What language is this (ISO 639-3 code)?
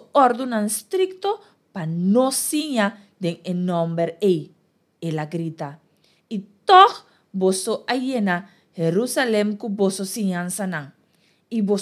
pap